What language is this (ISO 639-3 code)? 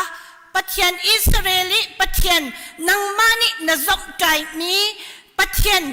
cnh